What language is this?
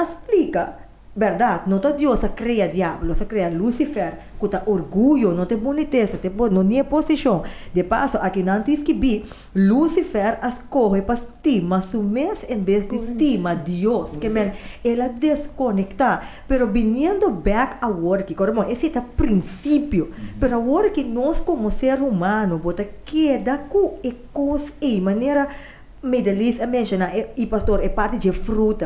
Papiamento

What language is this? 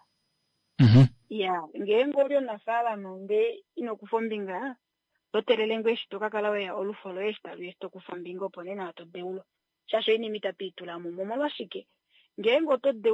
Kuanyama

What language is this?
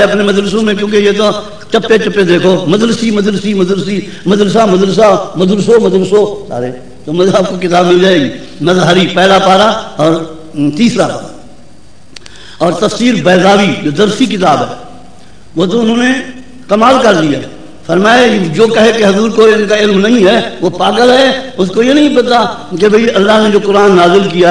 Urdu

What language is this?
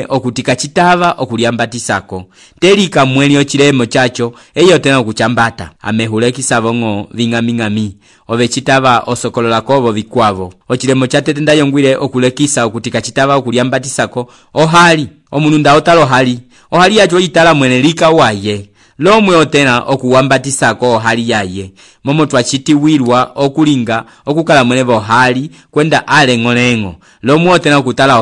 Umbundu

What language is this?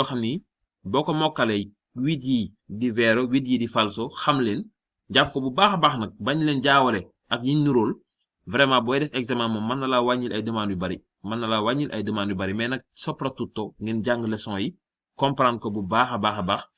Wolof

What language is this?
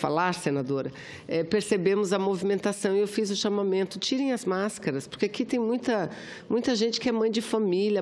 Portuguese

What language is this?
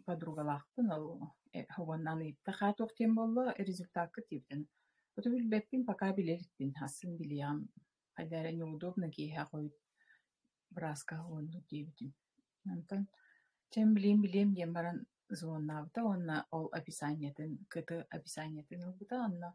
Yakut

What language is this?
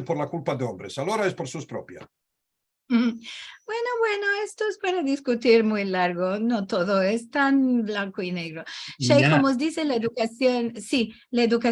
Ladino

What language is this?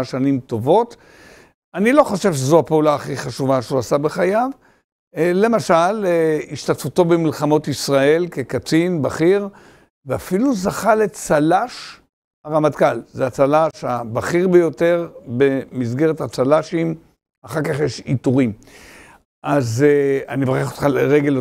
Hebrew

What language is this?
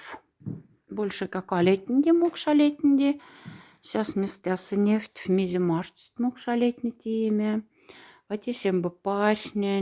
Moksha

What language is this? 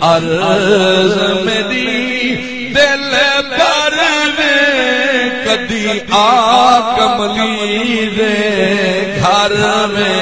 Saraiki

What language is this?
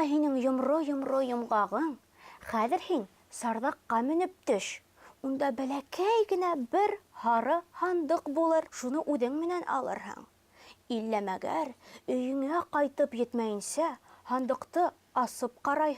Bashkir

